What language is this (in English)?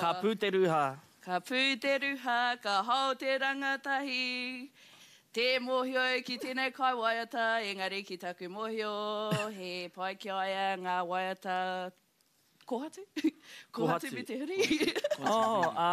Māori